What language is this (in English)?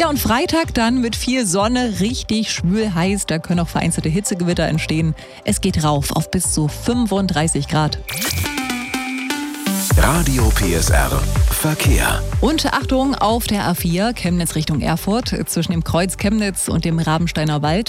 German